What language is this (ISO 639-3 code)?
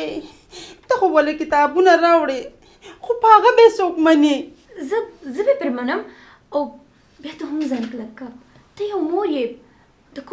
pus